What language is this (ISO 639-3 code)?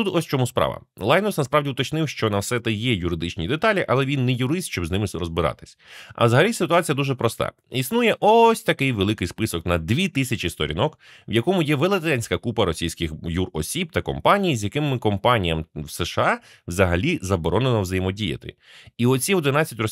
ukr